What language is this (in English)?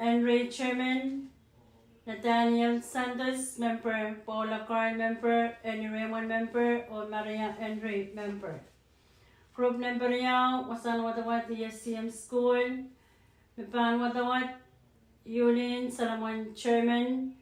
Pohnpeian